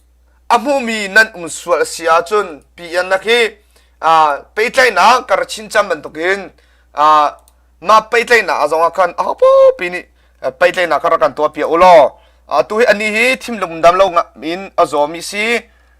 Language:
Hakha Chin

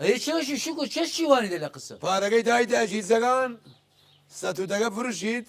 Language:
Southern Kurdish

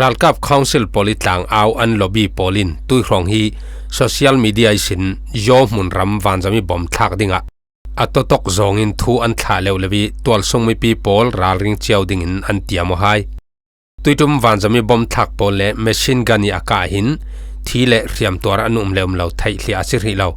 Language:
Falam Chin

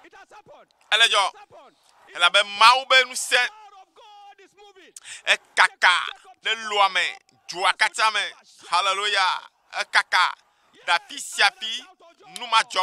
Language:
Ewe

